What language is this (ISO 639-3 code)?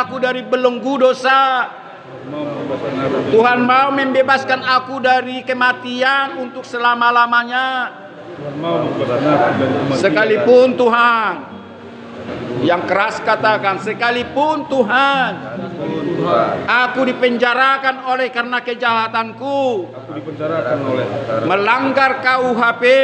ind